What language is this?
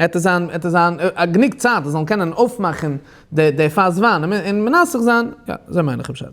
Yiddish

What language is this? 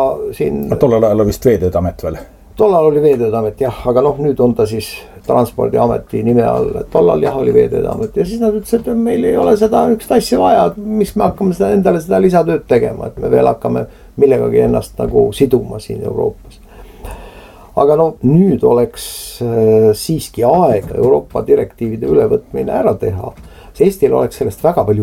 Estonian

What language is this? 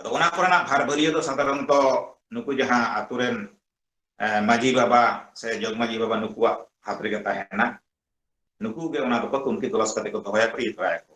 Santali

